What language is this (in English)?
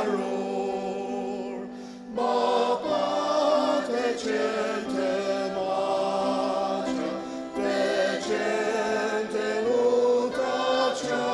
Ao Naga